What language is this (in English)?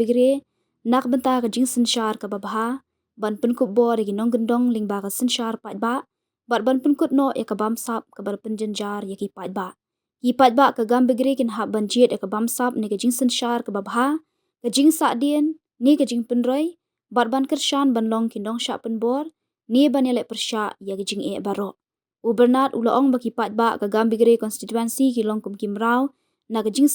Khasi